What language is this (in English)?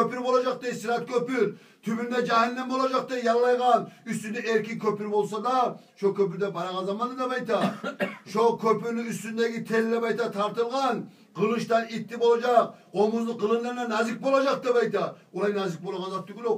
Kumyk